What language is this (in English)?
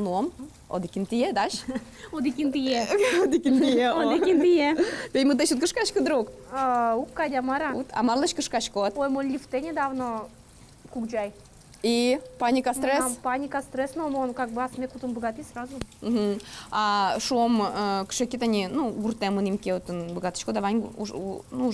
Udmurt